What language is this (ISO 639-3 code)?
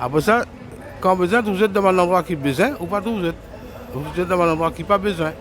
mfe